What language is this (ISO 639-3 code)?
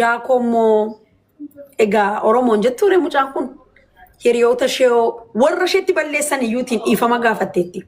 orm